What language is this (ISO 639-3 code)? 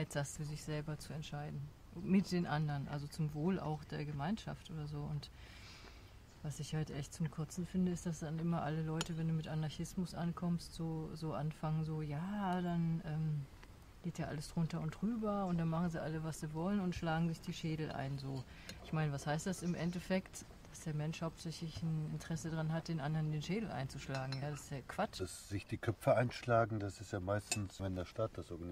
deu